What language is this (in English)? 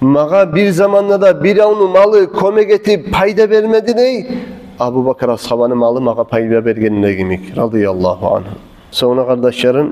Kumyk